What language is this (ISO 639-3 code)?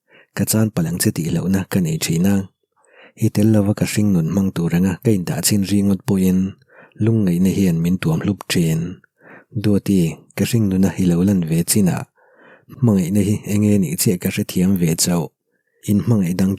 lus